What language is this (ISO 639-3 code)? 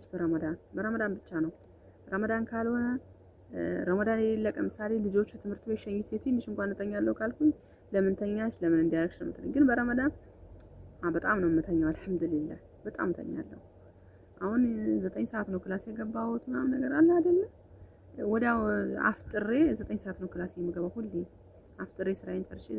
amh